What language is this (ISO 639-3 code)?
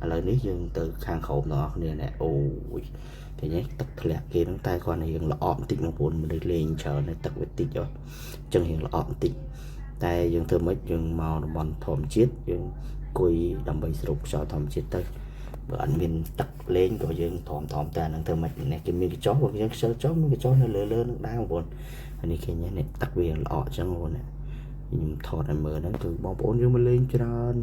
khm